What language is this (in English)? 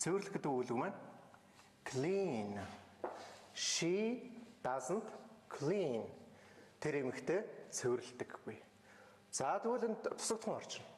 Mongolian